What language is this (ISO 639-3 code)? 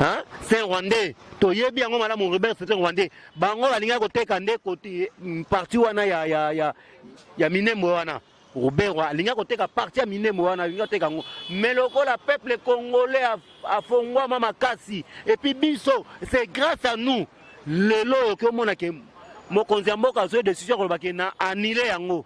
lin